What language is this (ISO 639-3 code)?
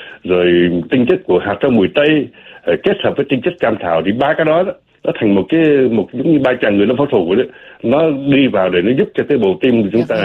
vie